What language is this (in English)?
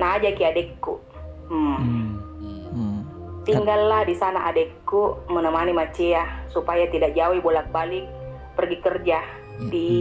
Makassar Malay